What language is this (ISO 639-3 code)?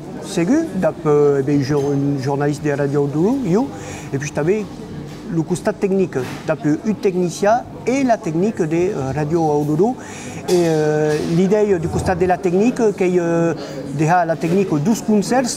oci